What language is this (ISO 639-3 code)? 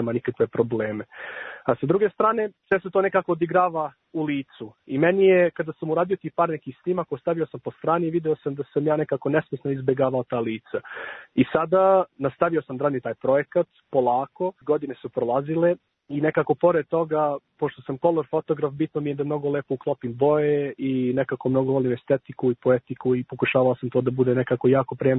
srp